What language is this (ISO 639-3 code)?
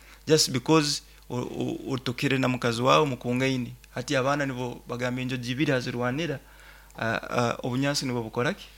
nyo